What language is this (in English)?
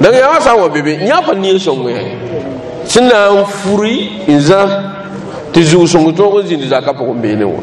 Mossi